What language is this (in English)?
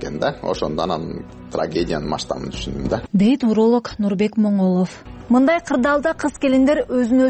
Kyrgyz